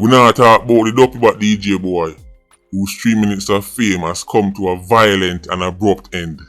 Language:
Jamaican Creole English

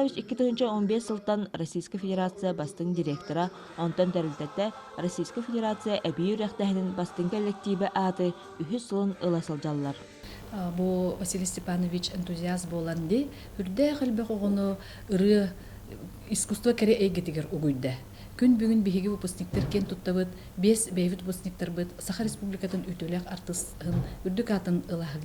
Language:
Yakut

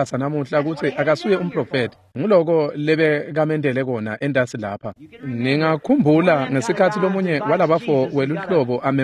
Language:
Swati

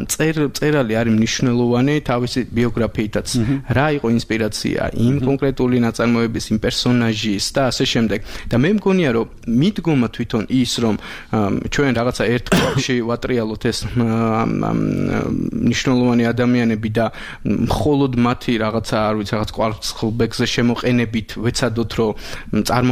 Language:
Georgian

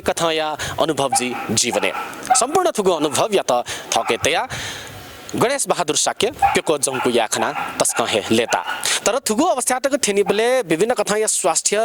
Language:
Newari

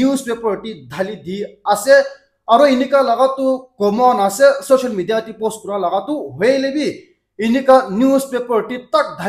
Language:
Naga Pidgin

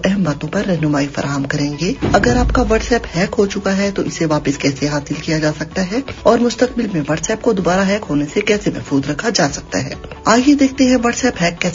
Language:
Urdu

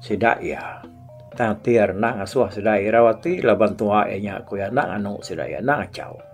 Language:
Iban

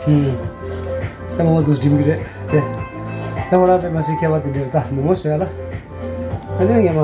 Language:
Tibetan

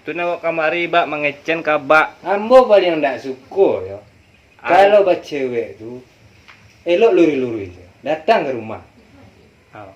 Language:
Minangkabau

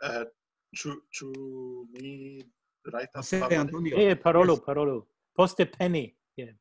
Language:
Esperanto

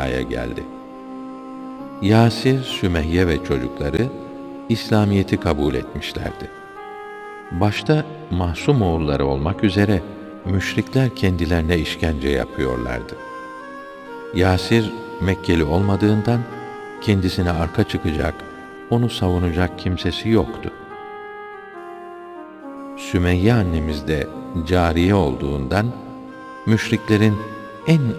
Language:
Turkish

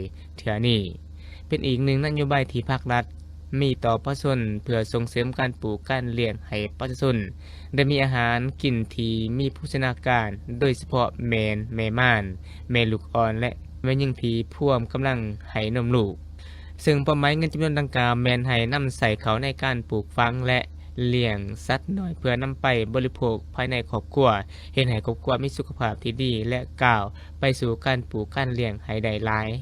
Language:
Lao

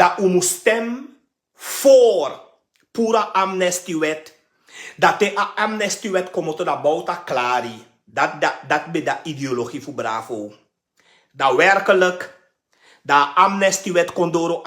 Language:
Sranan Tongo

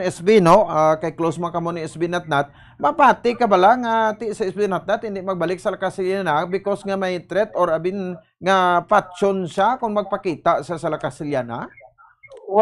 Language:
Hiligaynon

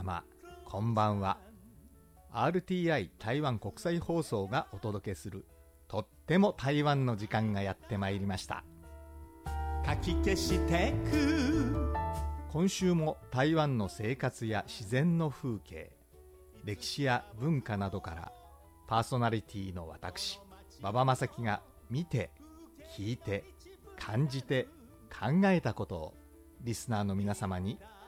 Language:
Japanese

